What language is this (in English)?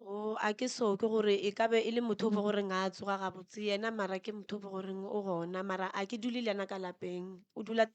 Northern Sotho